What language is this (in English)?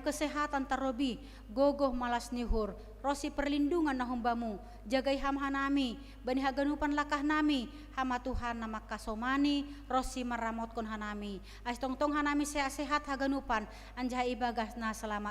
Batak Simalungun